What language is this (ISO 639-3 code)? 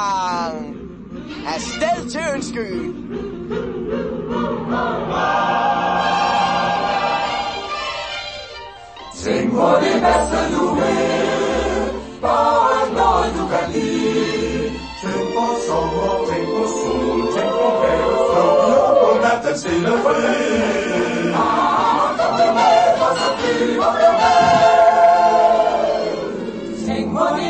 dan